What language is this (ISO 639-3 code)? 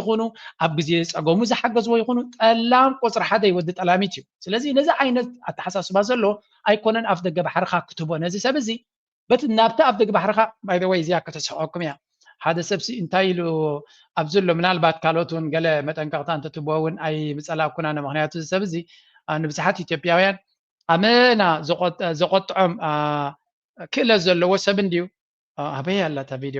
tir